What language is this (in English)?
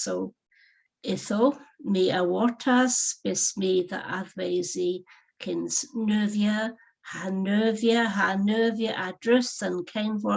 Cornish